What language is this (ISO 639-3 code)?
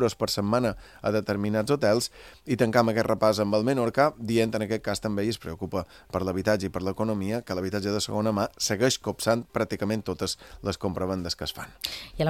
cat